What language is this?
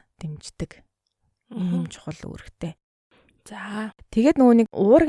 Mongolian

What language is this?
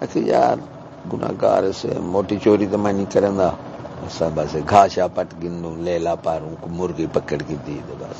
Saraiki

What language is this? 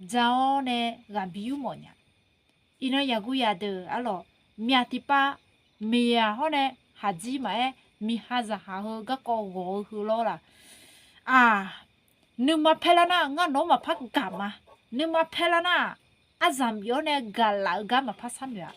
Akha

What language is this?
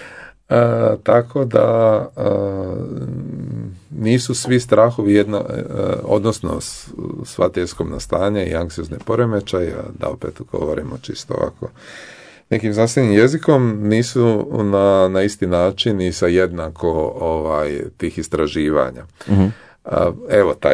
Croatian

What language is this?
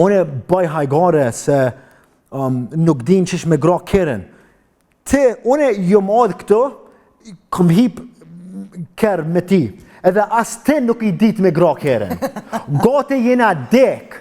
Albanian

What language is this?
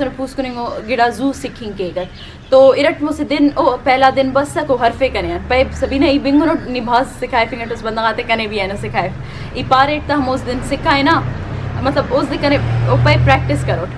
Brahui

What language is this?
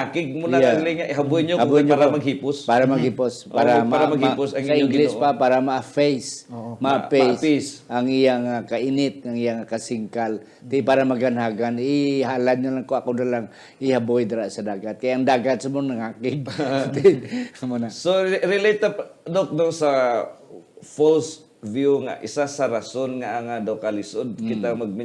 Hiligaynon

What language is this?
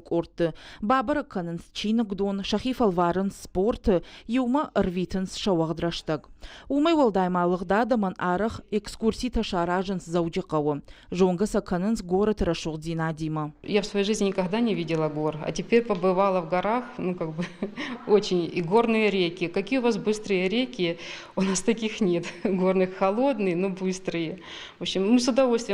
Ossetic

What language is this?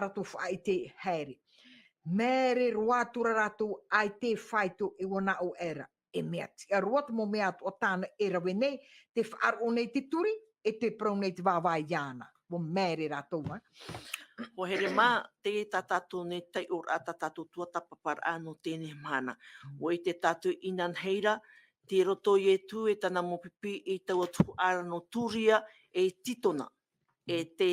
Tahitian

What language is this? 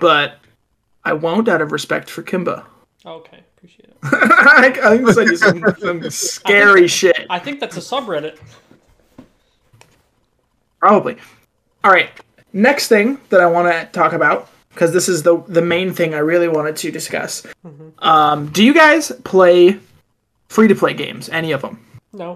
English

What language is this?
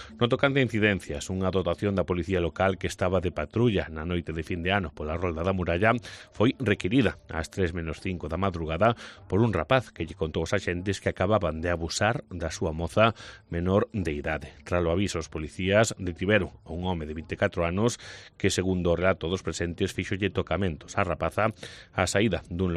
Galician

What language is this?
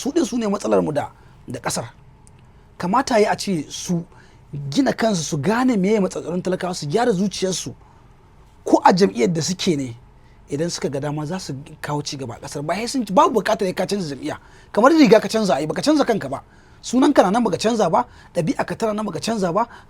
Hausa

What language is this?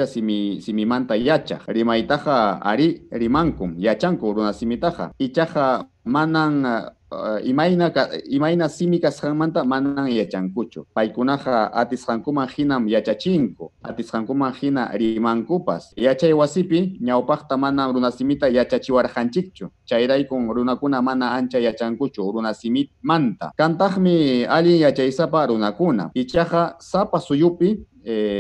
Ayacucho Quechua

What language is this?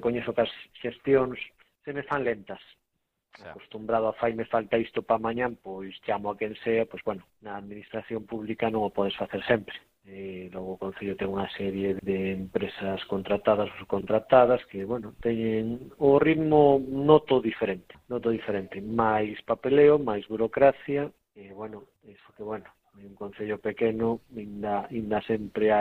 Galician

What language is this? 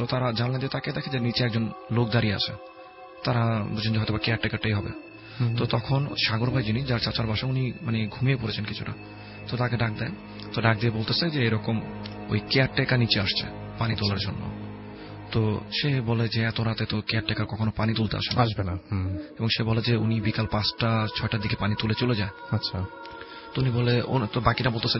Bangla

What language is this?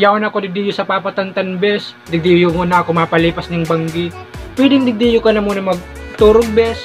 Bikol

